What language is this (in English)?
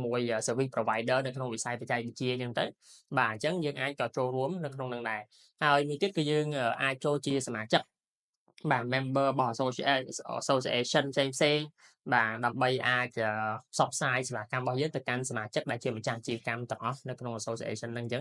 Khmer